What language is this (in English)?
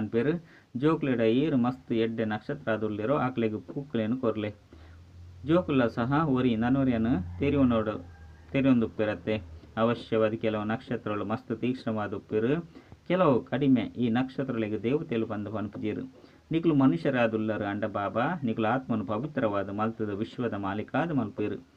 Tulu